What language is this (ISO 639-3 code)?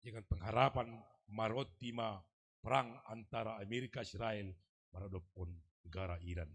bts